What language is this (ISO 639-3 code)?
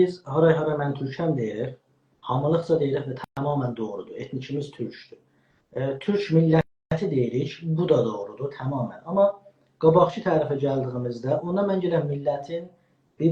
azb